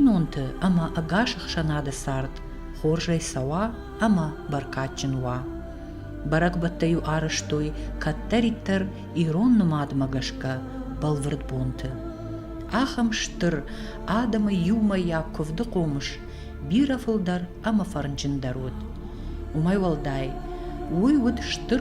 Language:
Ossetic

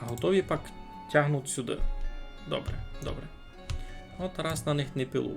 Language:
Rusyn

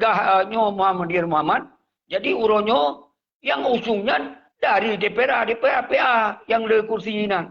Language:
Achinese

